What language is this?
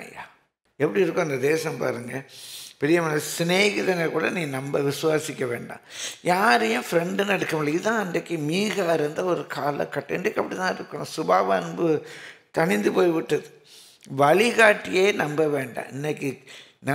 Tamil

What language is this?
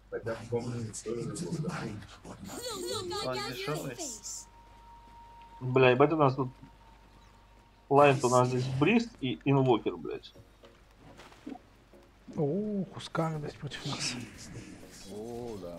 Russian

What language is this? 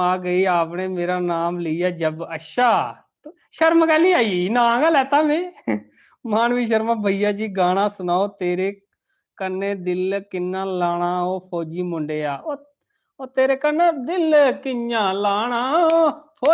Dogri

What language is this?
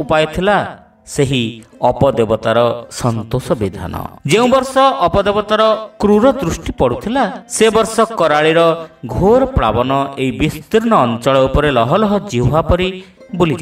Odia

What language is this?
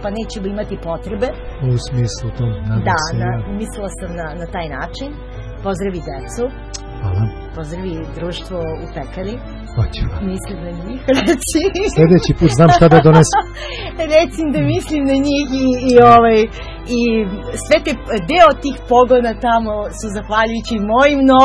Serbian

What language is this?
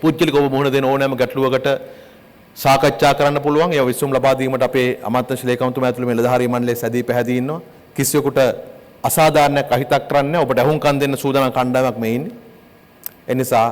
Sinhala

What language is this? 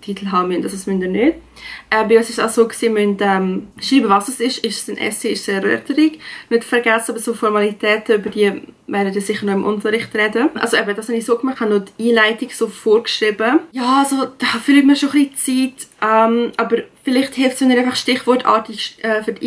Swiss German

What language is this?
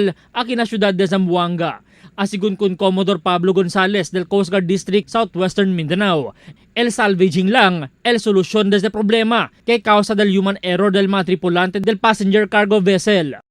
Chavacano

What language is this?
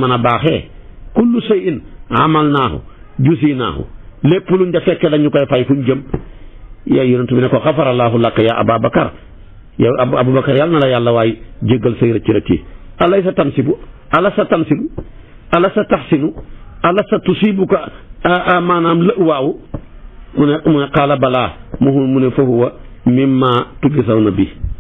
Wolof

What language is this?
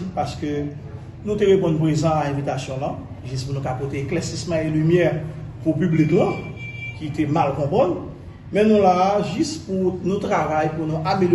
Haitian Creole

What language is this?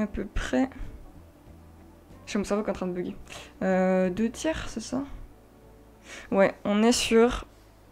French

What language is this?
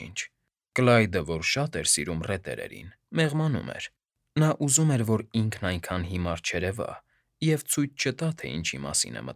Armenian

